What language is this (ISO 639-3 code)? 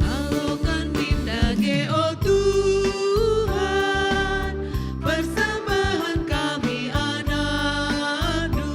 btx